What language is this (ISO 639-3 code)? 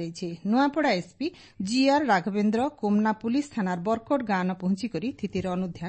ori